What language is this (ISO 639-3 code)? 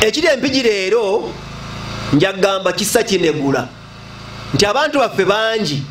lug